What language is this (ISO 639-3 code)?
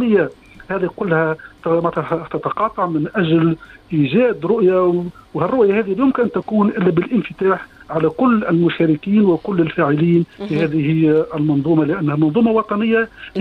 aeb